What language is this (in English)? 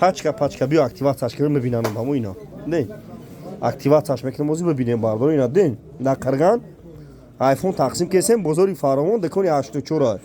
Tajik